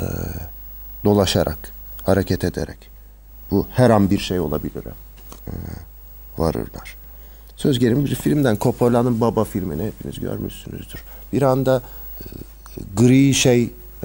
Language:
Turkish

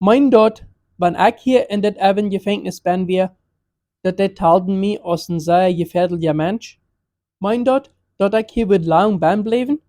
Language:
Plautdietsch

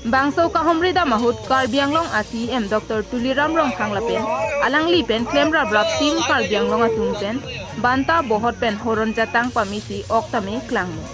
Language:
Karbi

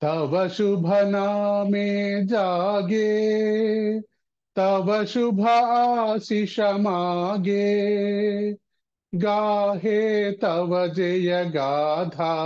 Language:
Sanskrit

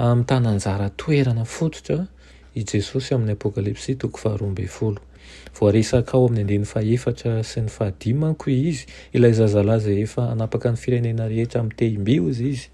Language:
Malagasy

